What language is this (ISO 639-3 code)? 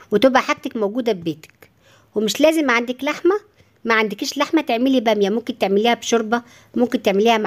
arz